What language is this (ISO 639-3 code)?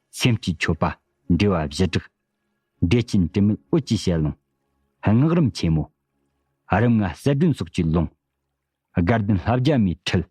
bod